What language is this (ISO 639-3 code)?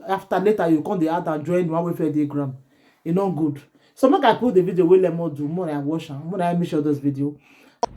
pcm